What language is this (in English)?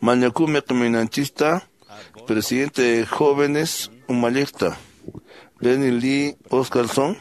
Quechua